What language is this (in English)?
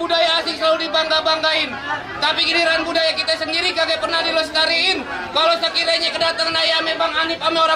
Betawi